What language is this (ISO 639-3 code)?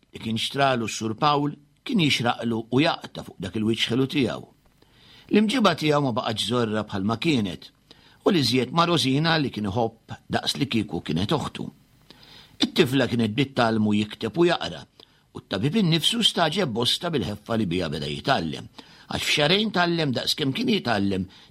mlt